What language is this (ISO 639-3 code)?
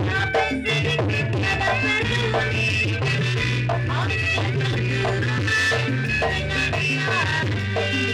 bew